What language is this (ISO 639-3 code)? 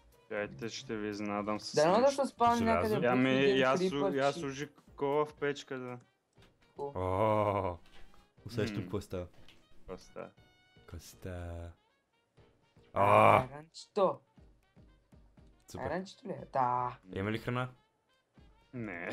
bul